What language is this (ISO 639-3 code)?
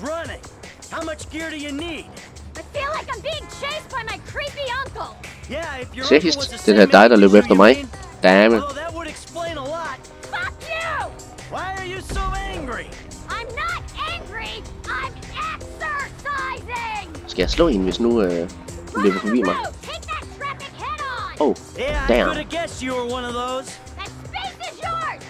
dan